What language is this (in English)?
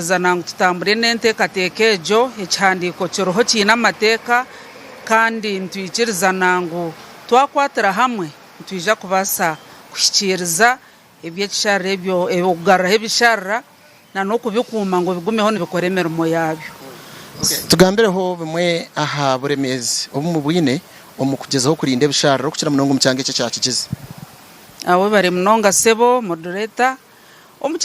Nyankole